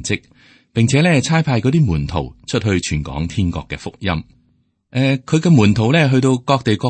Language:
Cantonese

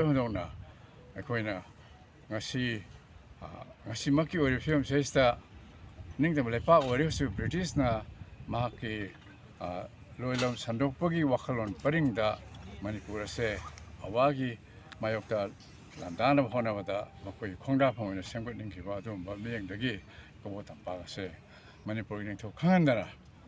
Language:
Manipuri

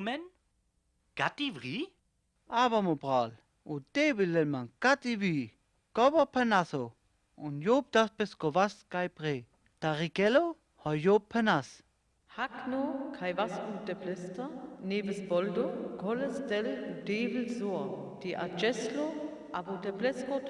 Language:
Sinte Romani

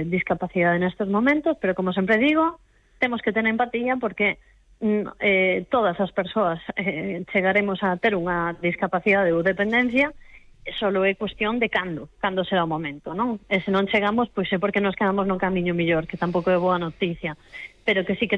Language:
Galician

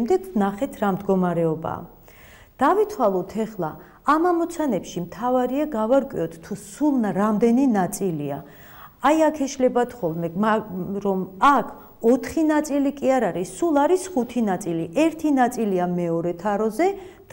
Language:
Georgian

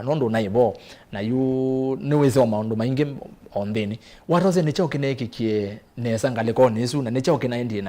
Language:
Kamba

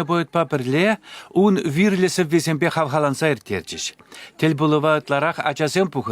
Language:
Chuvash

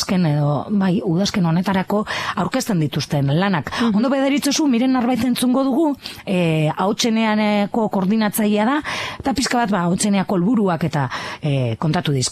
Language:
Basque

